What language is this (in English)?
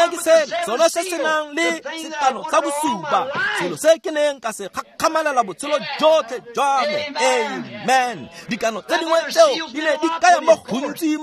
Tswana